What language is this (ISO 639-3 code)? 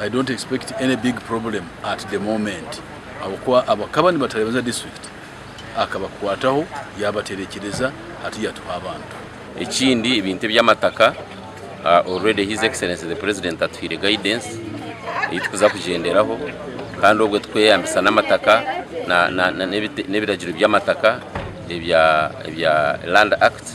nyn